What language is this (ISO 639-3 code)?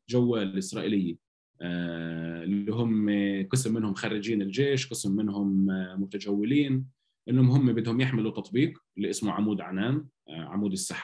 apc